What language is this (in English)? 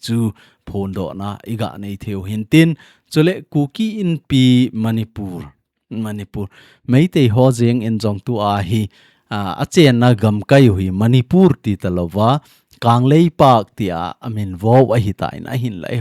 Thado Chin